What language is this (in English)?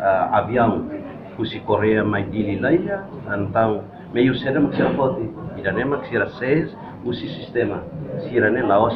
Tetum